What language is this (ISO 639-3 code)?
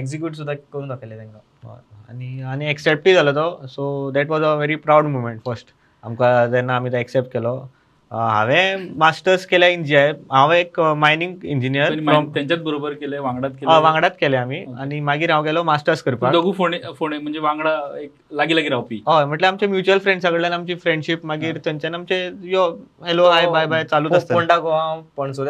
kok